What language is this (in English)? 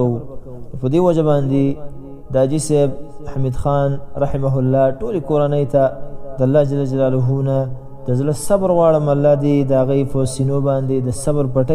Pashto